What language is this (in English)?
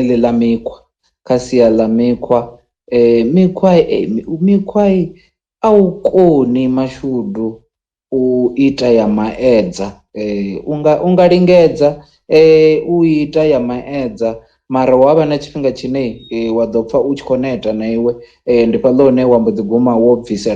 Venda